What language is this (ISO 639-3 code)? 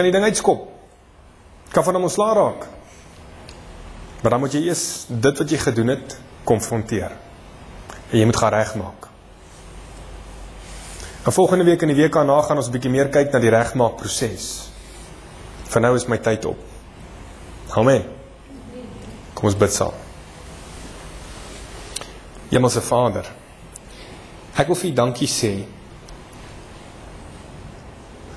afr